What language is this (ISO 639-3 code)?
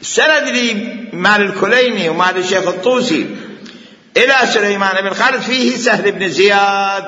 acm